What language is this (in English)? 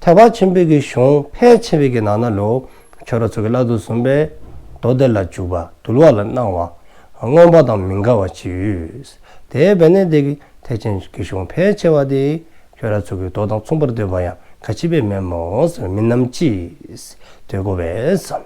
Dzongkha